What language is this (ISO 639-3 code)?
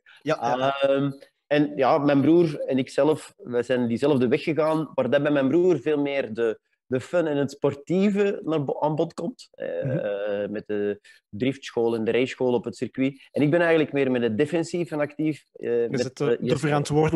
nld